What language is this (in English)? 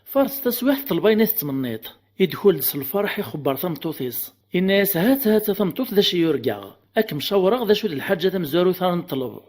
Kabyle